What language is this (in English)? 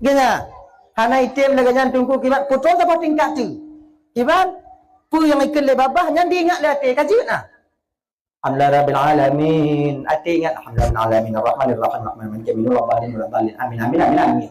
Achinese